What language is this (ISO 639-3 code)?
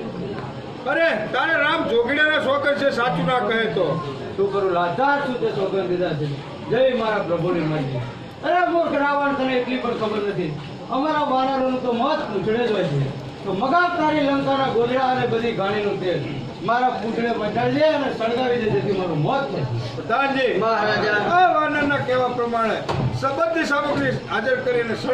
guj